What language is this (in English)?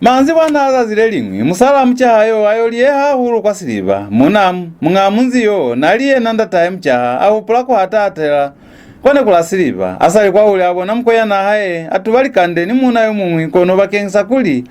Lozi